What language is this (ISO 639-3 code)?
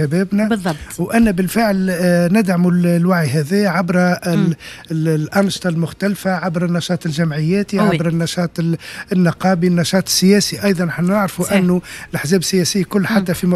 aeb